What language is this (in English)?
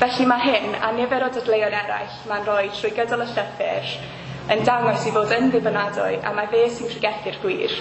Welsh